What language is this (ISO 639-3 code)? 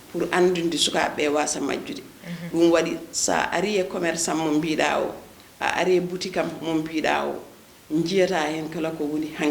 ful